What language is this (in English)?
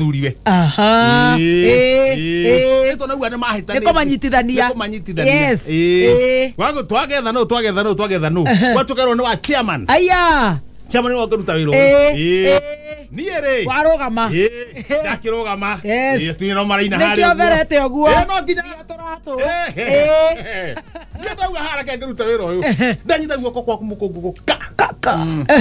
Kikuyu